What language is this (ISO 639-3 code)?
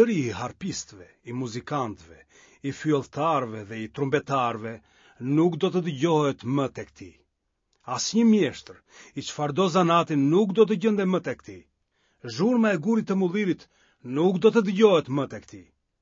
sqi